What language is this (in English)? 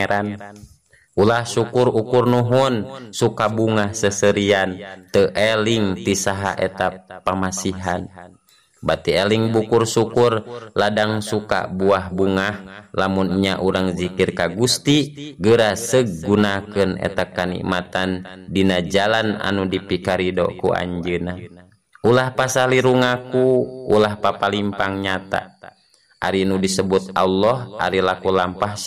Sundanese